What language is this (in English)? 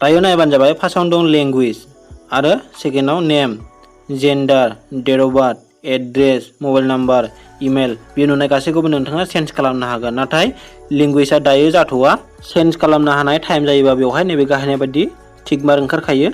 Bodo